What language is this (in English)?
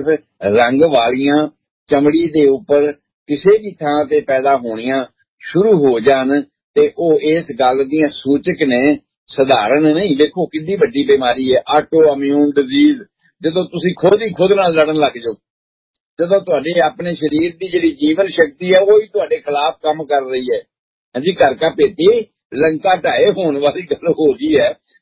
Punjabi